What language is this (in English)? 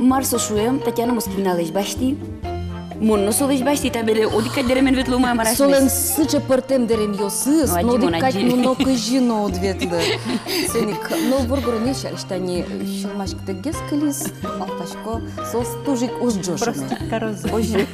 Udmurt